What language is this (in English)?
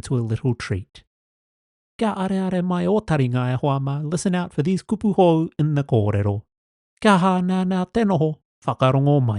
Māori